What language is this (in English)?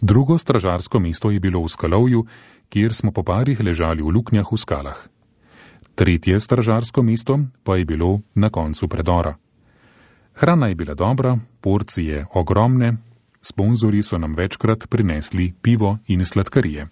Slovenian